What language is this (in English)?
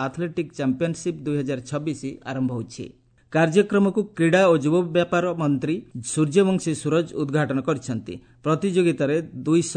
Odia